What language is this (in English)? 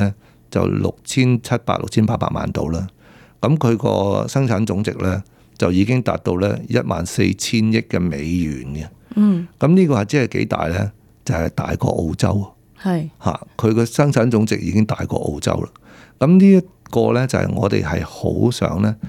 Cantonese